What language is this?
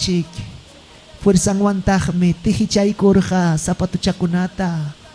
Ayacucho Quechua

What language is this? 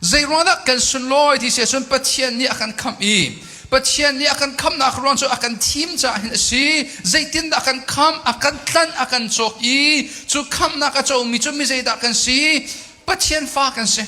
Hakha Chin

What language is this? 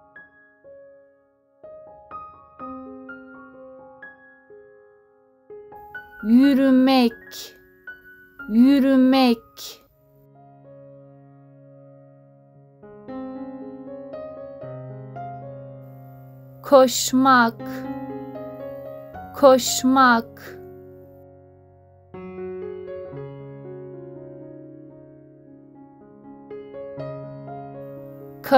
Turkish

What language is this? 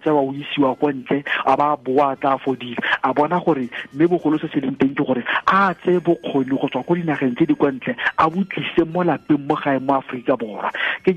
Tswana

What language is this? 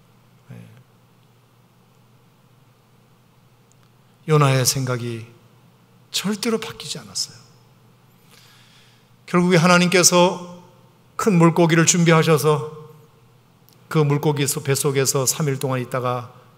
Korean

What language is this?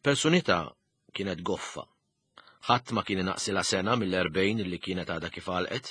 Maltese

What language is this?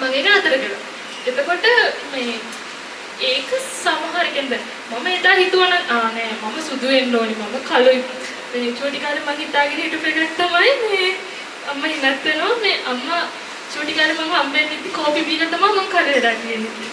Sinhala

